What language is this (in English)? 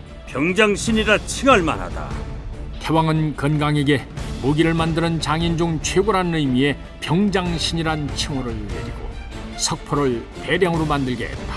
Korean